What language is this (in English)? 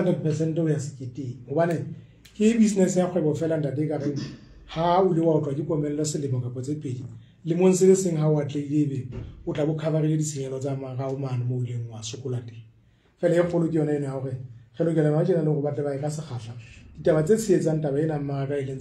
Southern Sotho